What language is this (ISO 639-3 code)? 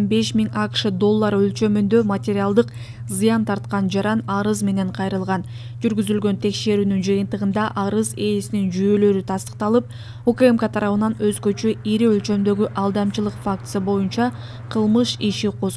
kir